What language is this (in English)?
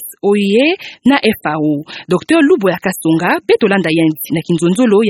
Kituba (Democratic Republic of Congo)